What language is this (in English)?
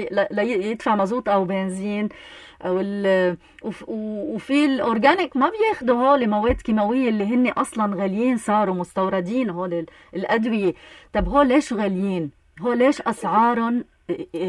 North Levantine Arabic